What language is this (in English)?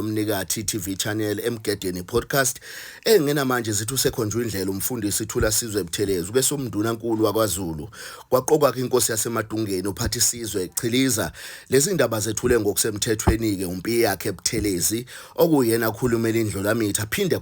Zulu